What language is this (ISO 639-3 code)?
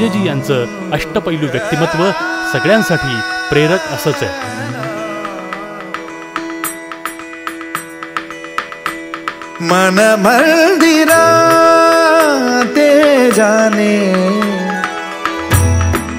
mar